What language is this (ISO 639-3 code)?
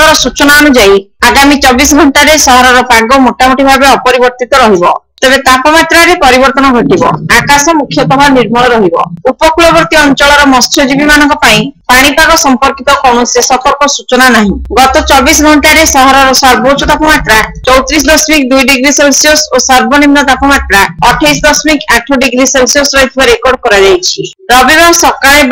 ori